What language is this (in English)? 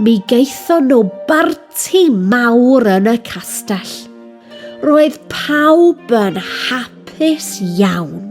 Welsh